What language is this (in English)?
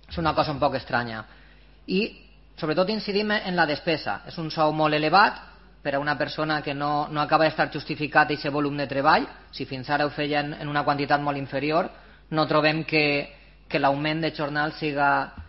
Catalan